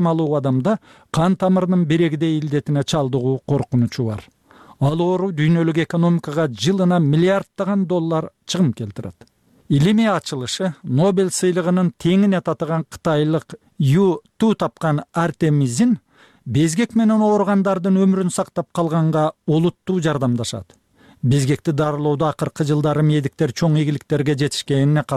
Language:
Kyrgyz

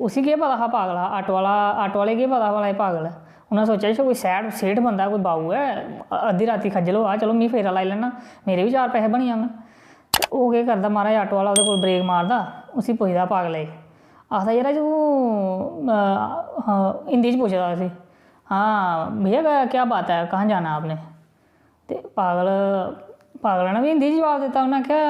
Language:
Dogri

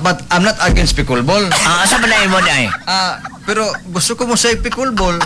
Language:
Cebuano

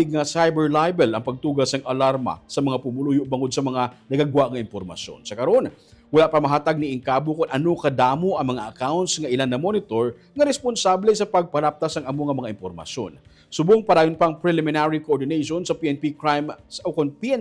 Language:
Hiligaynon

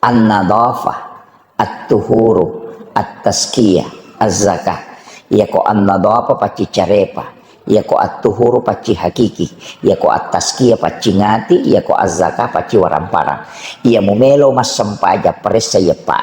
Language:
Buginese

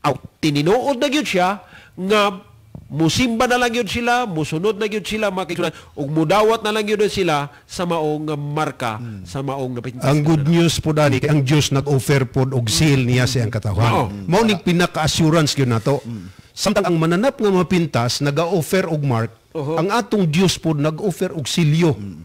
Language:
Cebuano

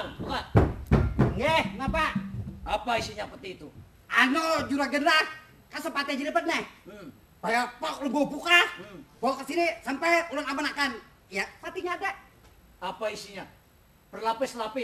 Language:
Banjar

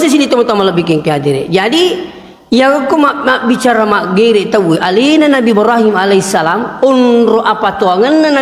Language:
Buginese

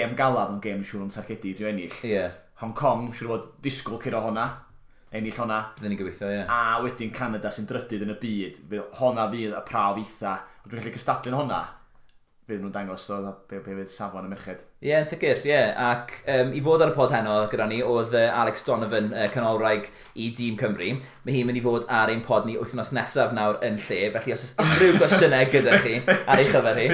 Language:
Welsh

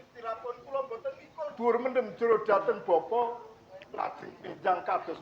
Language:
Javanese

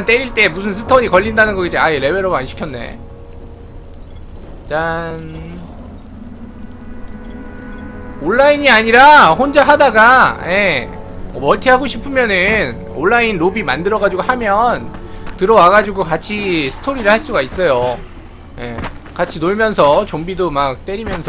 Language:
Korean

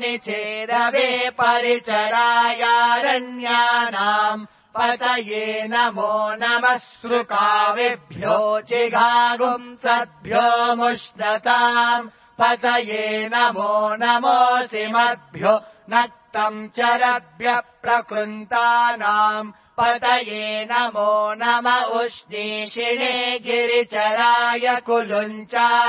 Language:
Sanskrit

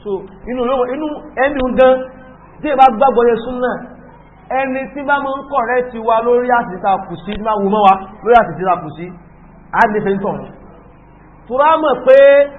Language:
Yoruba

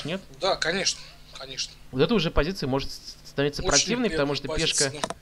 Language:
Russian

